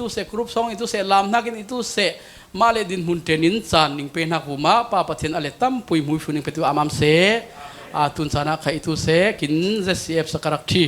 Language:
Falam Chin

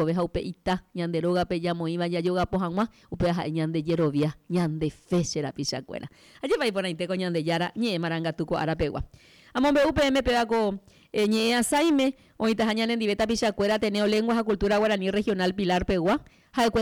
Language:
Guarani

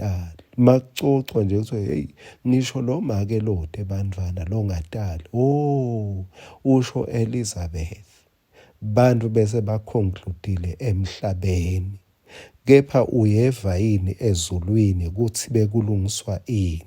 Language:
Swati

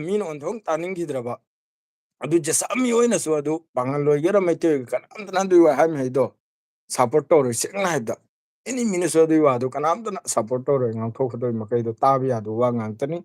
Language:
Manipuri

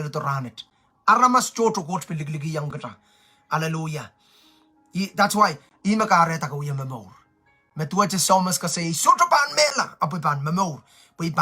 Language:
Pohnpeian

